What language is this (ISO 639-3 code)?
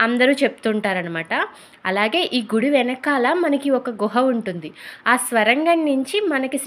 tel